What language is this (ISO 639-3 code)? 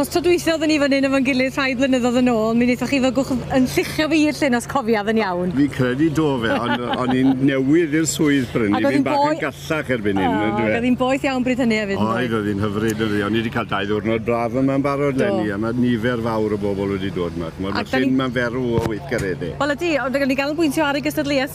cym